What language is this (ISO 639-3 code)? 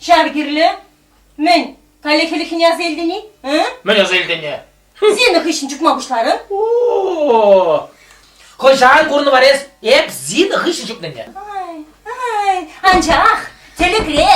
chv